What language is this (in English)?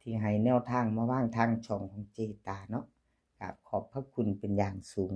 Northeastern Thai